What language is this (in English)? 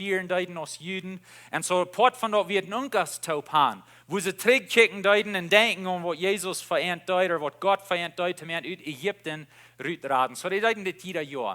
Plautdietsch